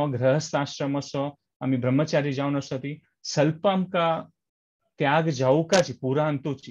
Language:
Konkani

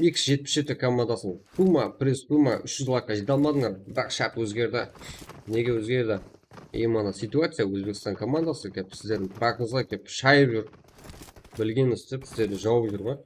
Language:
Kara-Kalpak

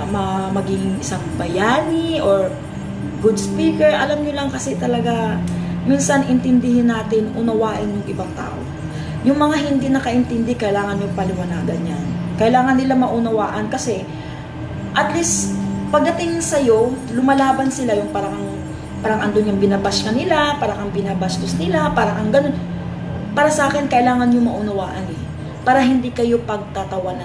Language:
Filipino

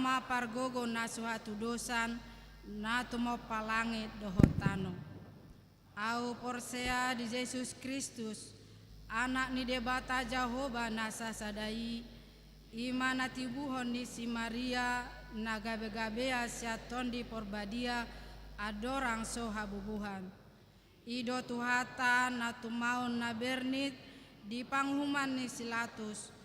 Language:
Batak Toba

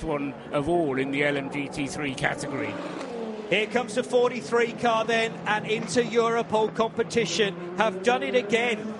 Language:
English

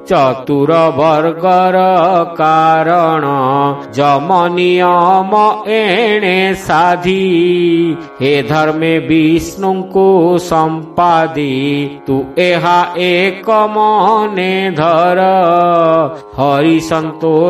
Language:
Odia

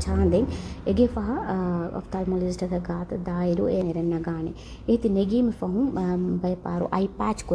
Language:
Divehi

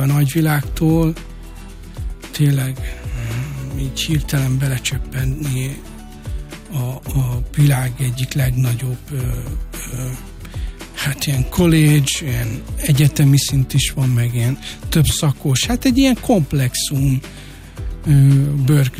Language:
Hungarian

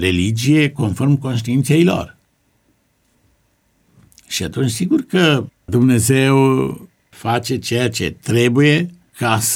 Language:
Romanian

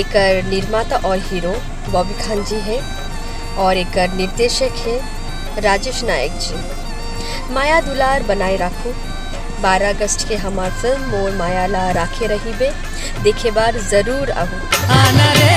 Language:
Chhattisgarhi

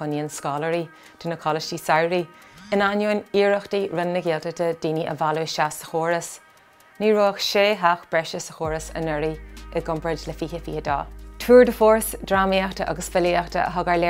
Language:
Irish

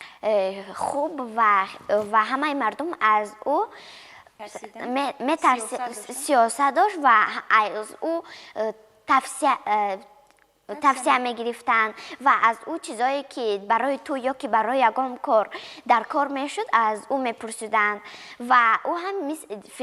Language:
Tajik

